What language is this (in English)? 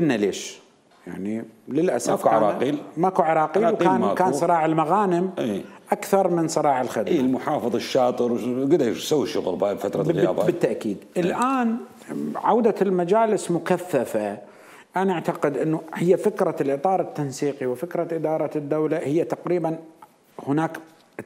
Mesopotamian Arabic